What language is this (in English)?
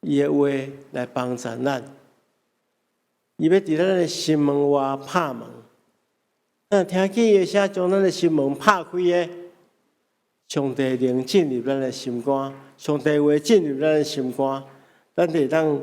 Min Nan Chinese